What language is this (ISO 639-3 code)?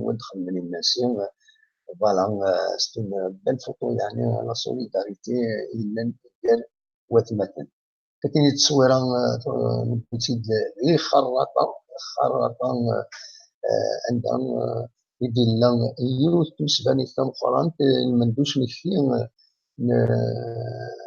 kab